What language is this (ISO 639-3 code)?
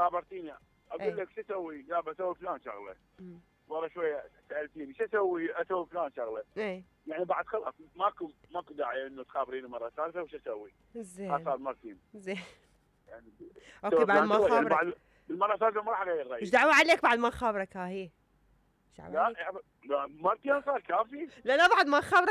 acm